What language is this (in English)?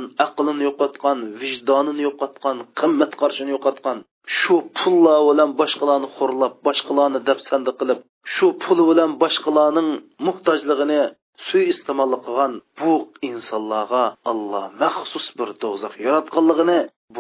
Uyghur